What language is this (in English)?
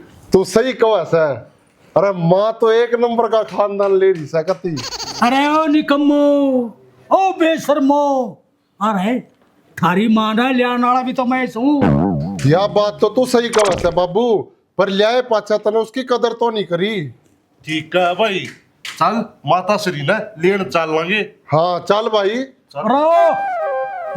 Haryanvi